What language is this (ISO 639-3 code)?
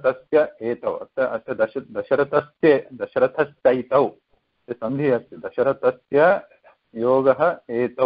san